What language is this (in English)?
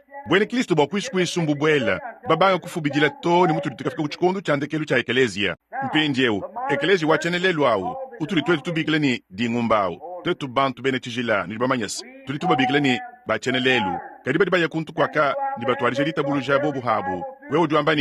Luba-Lulua